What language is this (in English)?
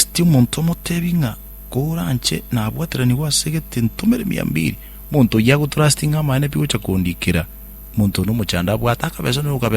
Gusii